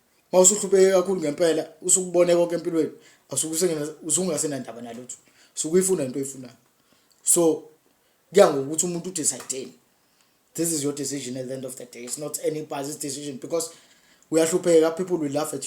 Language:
Zulu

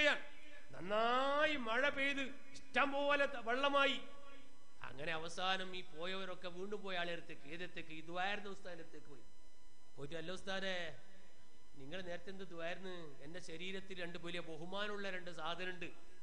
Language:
Malayalam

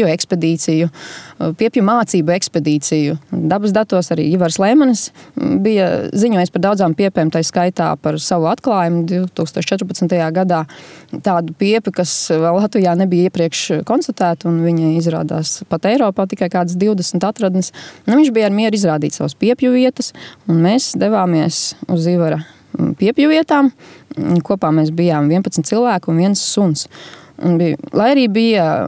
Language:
Latvian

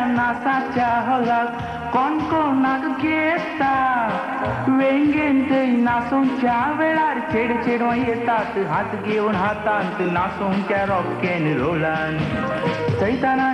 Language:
Konkani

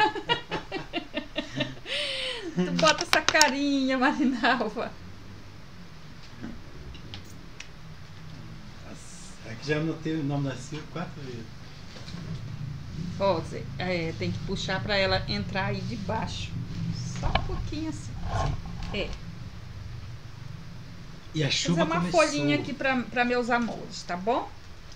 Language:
Portuguese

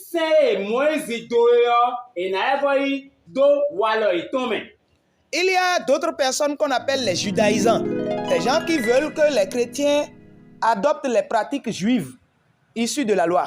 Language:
Fon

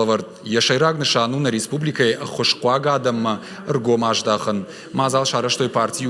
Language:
Ossetic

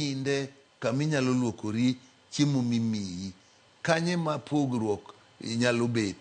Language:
Luo (Kenya and Tanzania)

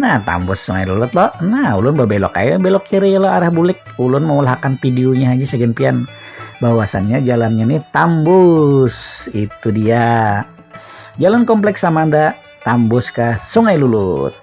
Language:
Banjar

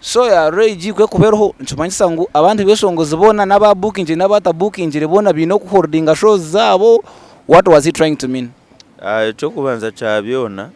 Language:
Nyankole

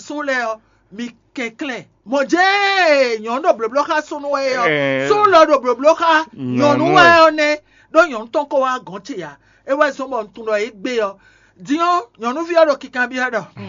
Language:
Fon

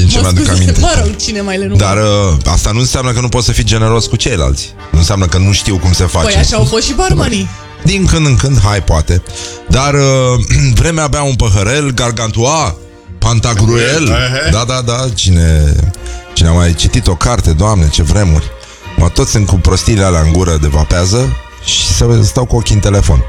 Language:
Romanian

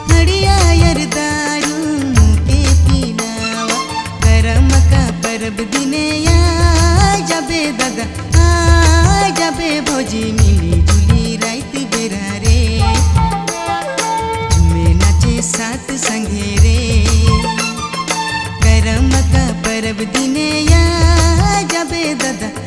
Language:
Sadri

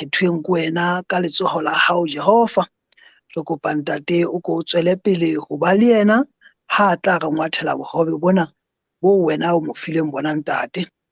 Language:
Southern Sotho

